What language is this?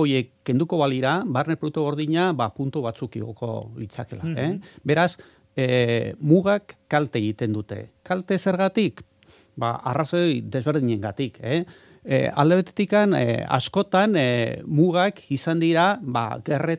Basque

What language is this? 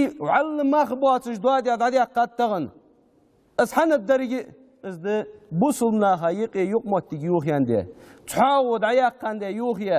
Ingush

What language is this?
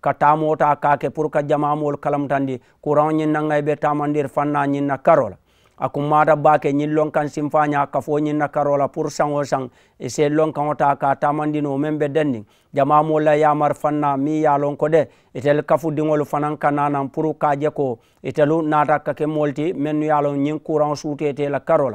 Mandingo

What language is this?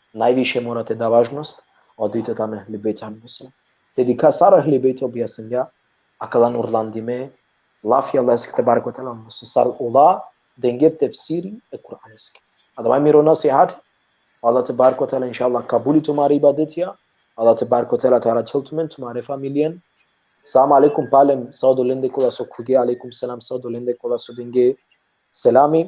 Balkan Romani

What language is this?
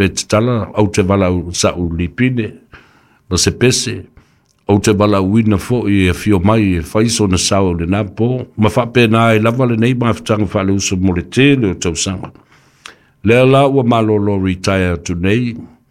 Samoan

